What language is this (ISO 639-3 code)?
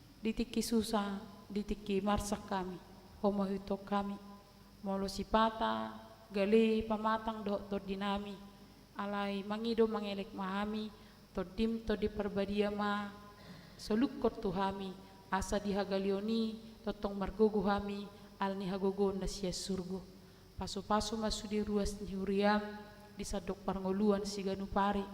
bbc